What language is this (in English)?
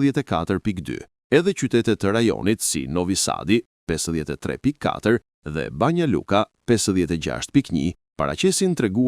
Albanian